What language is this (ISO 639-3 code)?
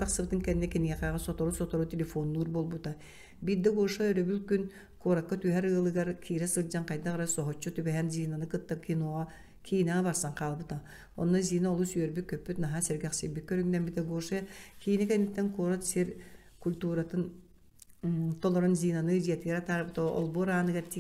sah